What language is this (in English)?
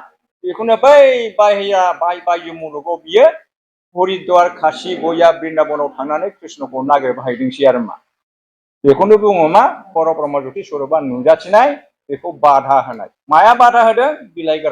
Bodo